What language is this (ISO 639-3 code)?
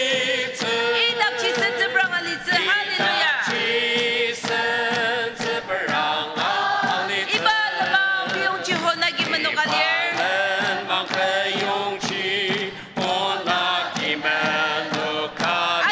njo